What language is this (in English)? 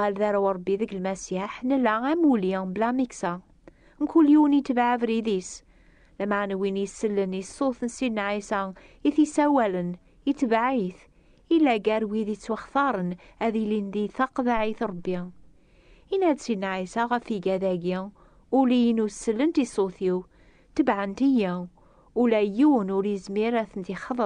Kabyle